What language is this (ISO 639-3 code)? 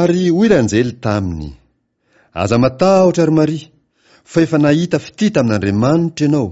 mlg